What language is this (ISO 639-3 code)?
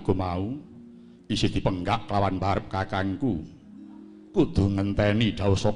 jav